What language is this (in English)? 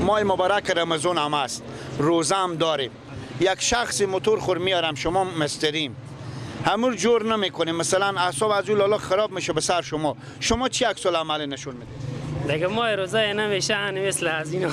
Persian